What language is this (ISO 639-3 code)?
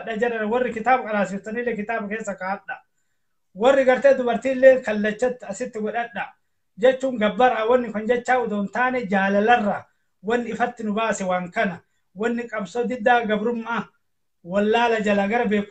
orm